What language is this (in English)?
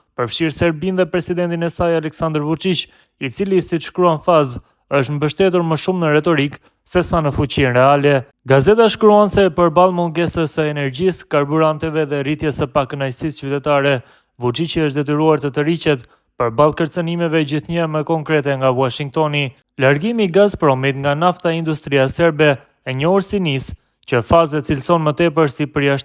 Albanian